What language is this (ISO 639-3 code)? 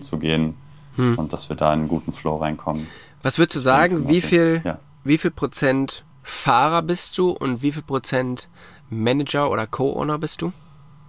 deu